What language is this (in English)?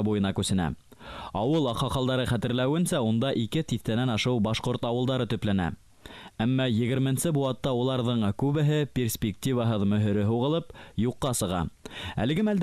Bashkir